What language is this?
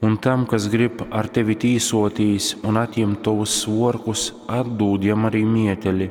Latgalian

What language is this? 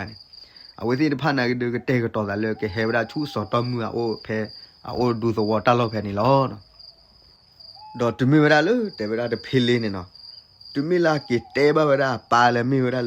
S'gaw Karen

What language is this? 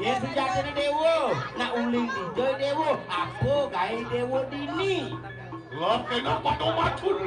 Balinese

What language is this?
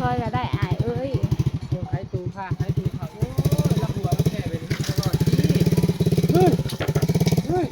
Northeastern Thai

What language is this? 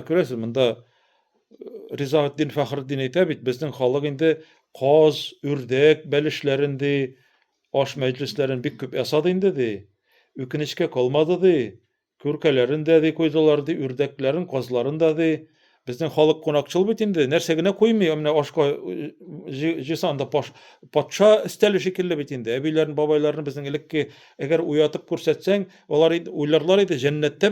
Tatar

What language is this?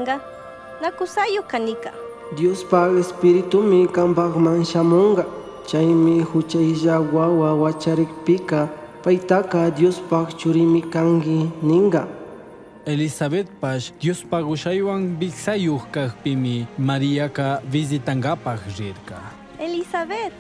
Chimborazo Highland Quichua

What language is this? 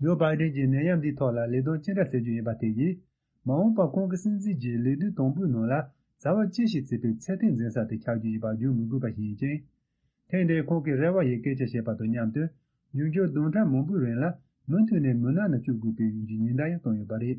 Tibetan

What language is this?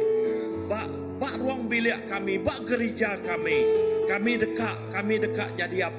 Iban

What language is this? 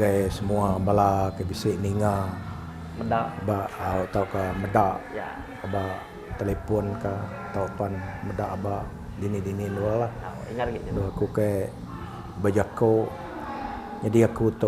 Iban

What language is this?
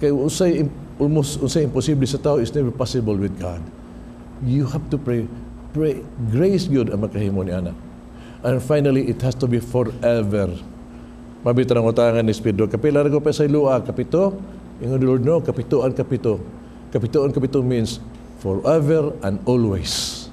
Cebuano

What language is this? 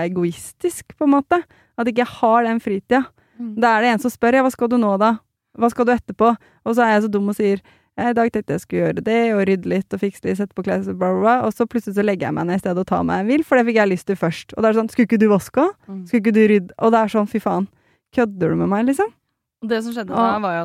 Norwegian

